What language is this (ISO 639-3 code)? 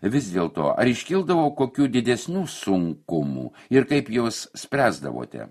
lit